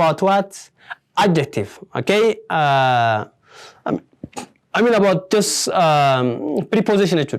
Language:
Oromo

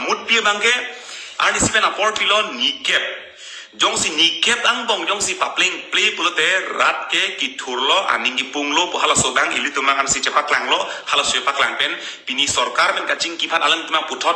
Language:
Karbi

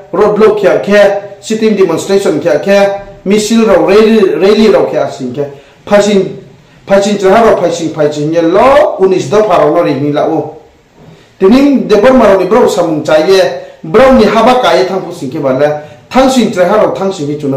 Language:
Riang (India)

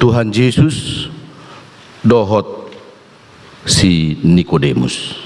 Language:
Batak Toba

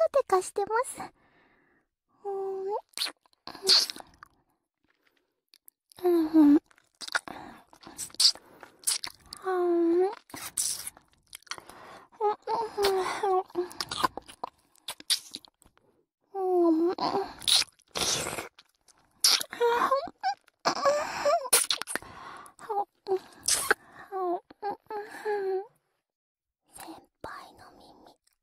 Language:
Japanese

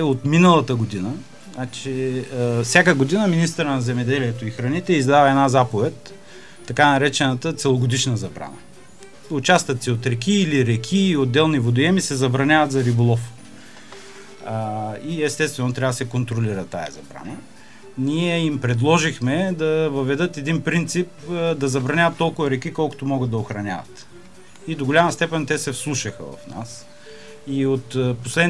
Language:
Bulgarian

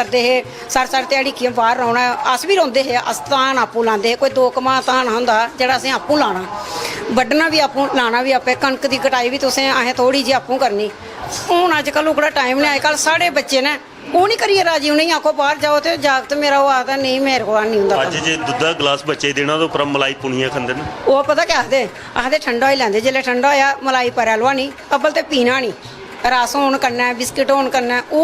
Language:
Dogri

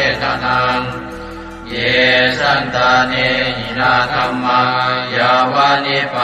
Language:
Pali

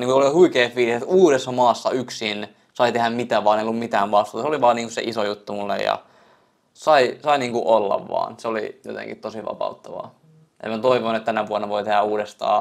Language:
Finnish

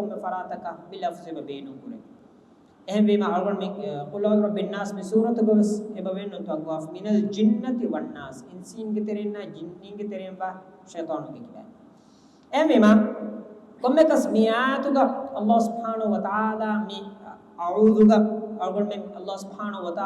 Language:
Divehi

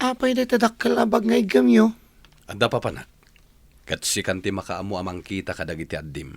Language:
Iloko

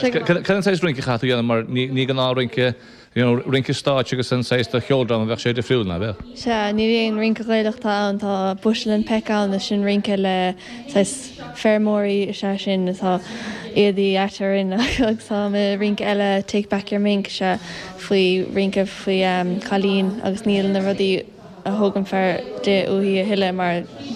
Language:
Irish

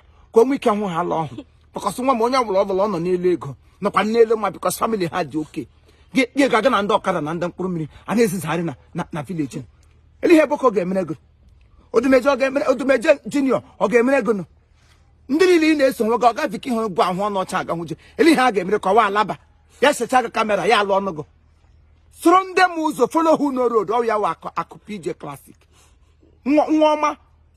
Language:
Igbo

